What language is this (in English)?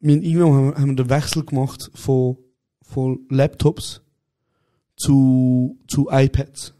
Swiss German